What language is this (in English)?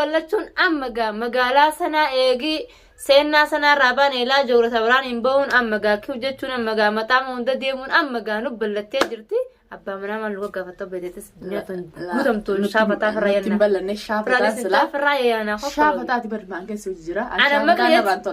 Oromo